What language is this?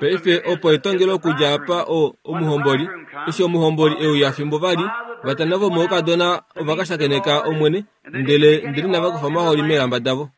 Kuanyama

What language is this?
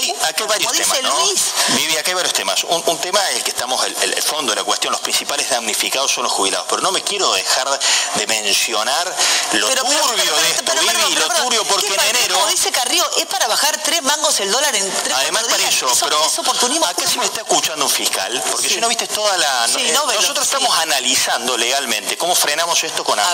Spanish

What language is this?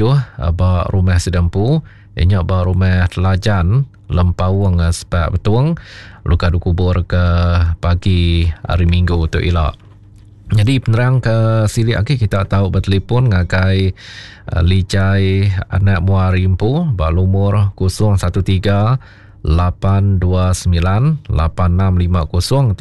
Iban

